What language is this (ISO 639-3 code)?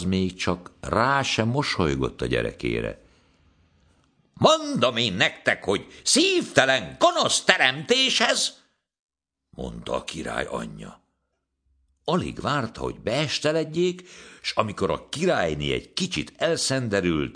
hun